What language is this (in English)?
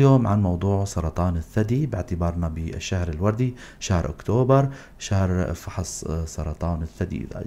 North Levantine Arabic